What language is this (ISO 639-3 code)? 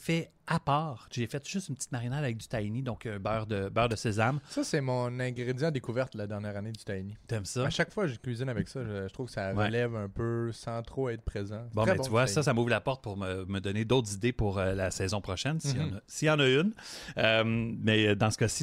fra